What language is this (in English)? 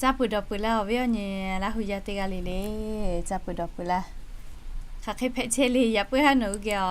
Lahu